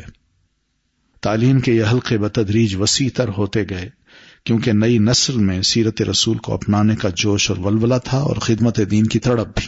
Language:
Urdu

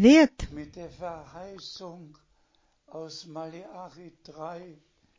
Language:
Bulgarian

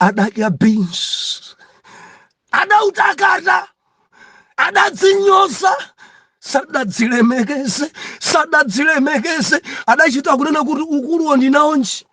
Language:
Nyanja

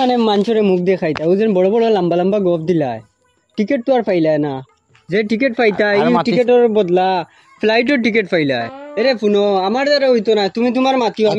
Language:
Sylheti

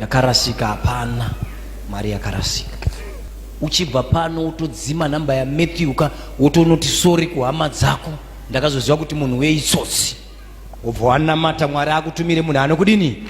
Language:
Shona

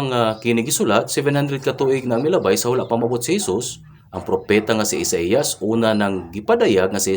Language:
Cebuano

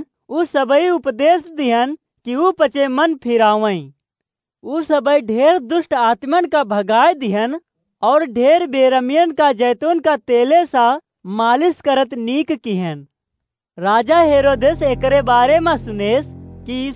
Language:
Awadhi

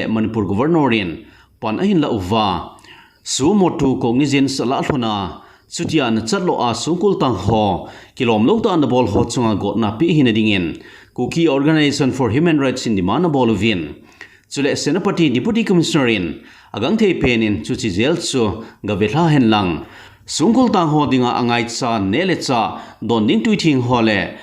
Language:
Thado Chin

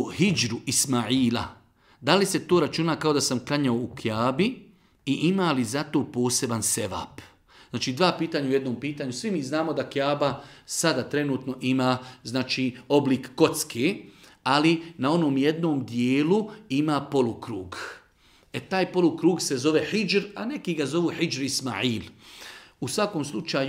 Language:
Bosnian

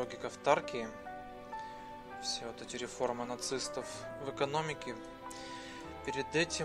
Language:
Russian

